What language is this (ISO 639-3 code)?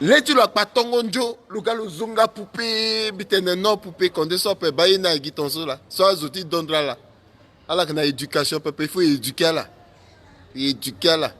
sag